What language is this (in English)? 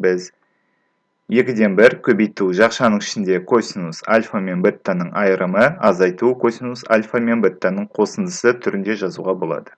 Kazakh